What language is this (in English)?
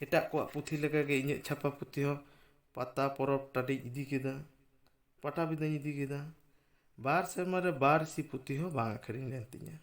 Santali